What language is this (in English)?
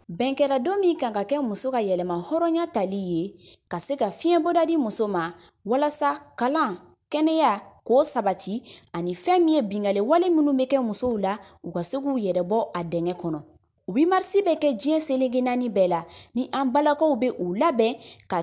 Bambara